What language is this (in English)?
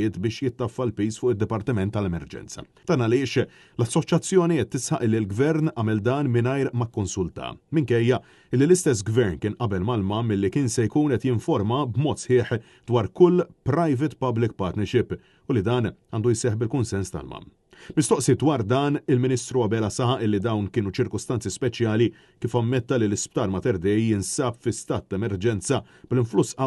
Maltese